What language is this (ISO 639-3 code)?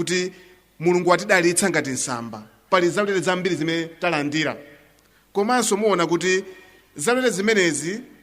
nya